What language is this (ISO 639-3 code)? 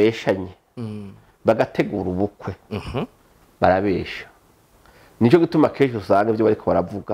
run